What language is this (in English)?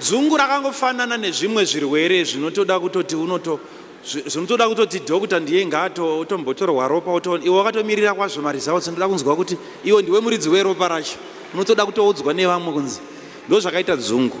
Shona